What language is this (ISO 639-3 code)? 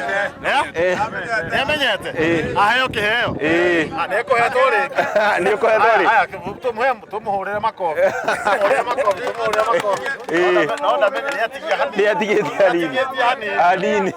kik